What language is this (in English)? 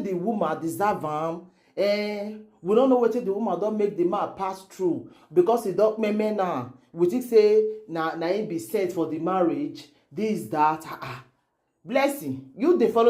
Nigerian Pidgin